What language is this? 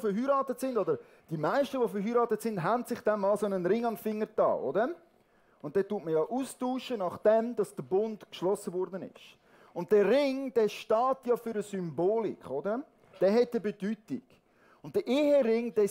Swiss German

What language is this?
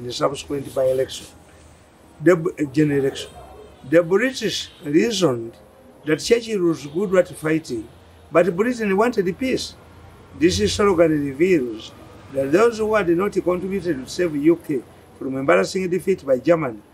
English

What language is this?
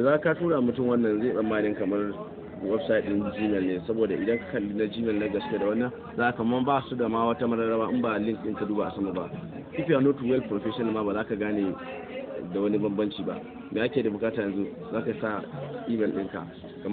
Hausa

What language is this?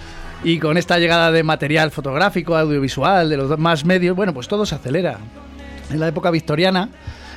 Spanish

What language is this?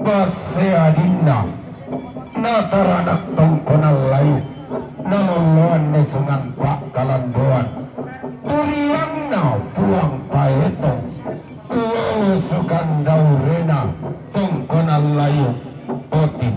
Toraja-Sa'dan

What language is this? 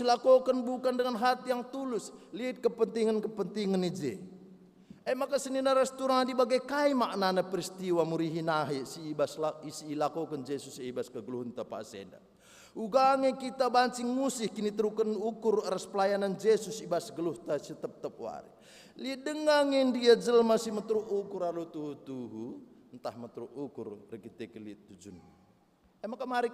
Batak Karo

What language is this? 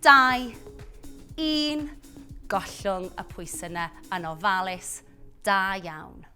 Welsh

